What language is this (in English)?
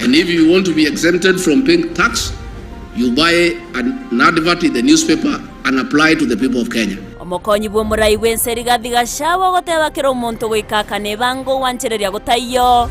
Gusii